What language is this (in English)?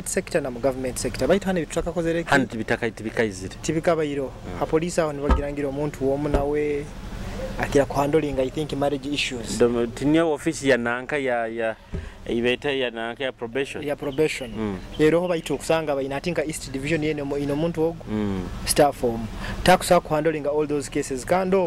Nyoro